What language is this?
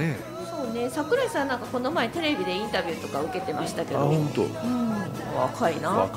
Japanese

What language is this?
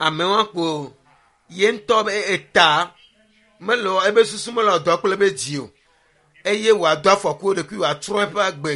Ewe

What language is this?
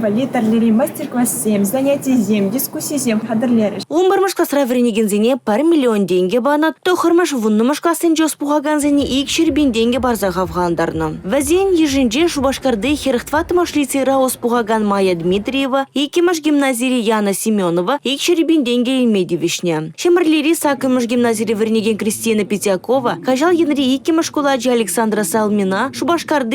Chuvash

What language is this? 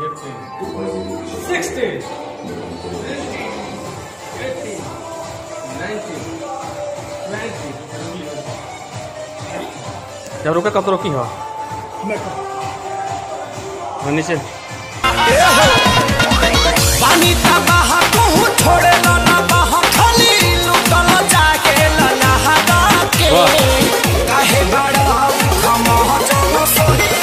Bhojpuri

